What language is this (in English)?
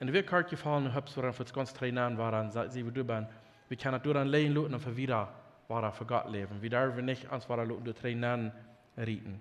Plautdietsch